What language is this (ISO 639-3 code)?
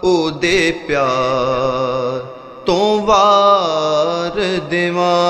lah